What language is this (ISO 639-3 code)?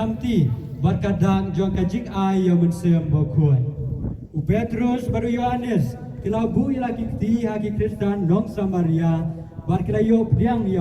kha